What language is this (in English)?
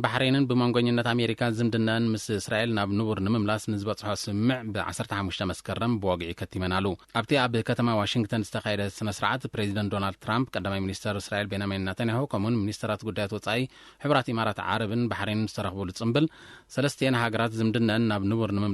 Tigrinya